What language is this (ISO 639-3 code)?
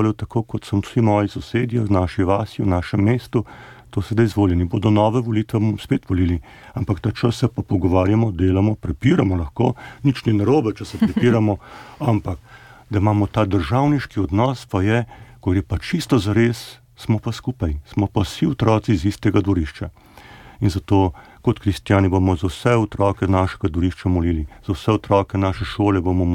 slv